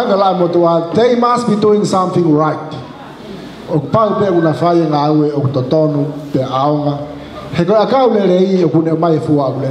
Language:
Tongan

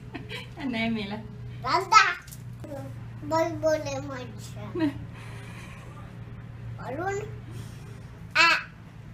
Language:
Estonian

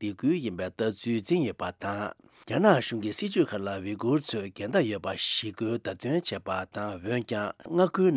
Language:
Tibetan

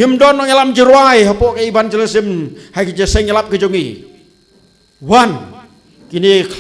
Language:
Khasi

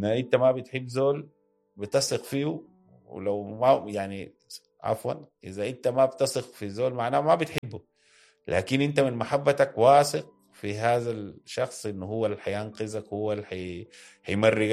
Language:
Sudanese Arabic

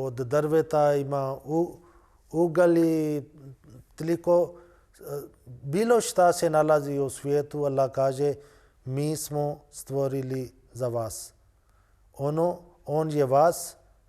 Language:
Bosnian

